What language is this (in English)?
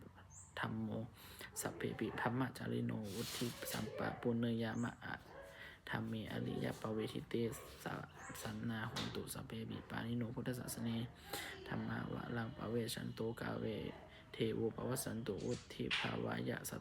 Pali